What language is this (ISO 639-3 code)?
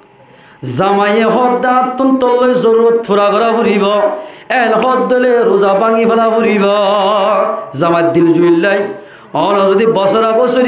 rhg